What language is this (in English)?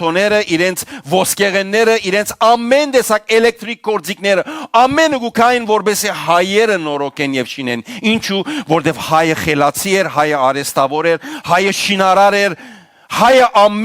Western Armenian